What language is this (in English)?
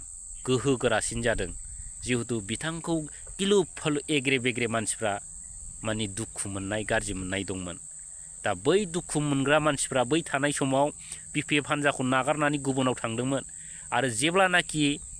Bodo